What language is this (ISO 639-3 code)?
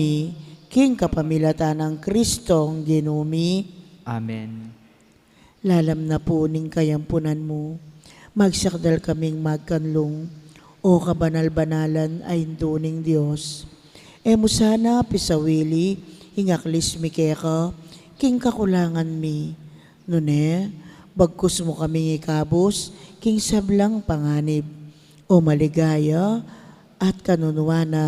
pam